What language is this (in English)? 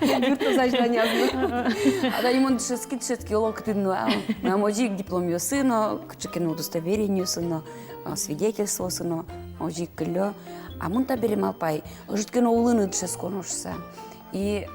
Udmurt